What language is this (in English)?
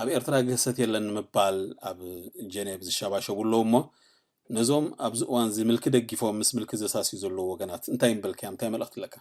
Tigrinya